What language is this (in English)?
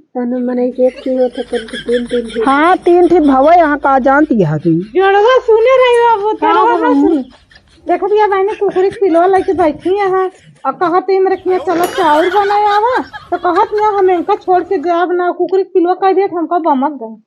Awadhi